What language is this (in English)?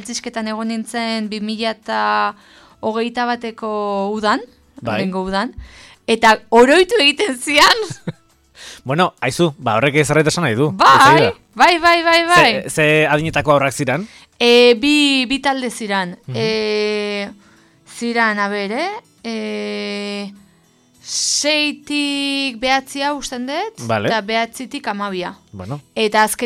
Basque